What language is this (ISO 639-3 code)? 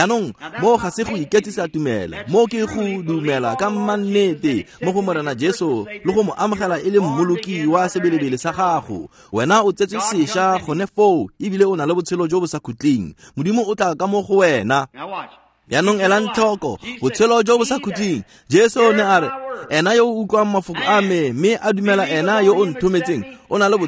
tsn